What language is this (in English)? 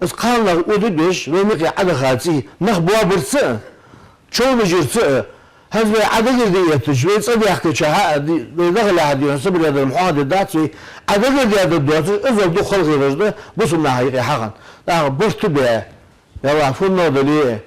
Ingush